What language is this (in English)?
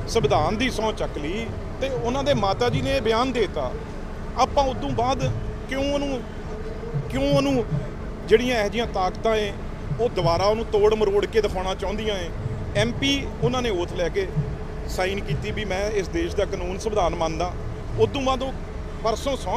Punjabi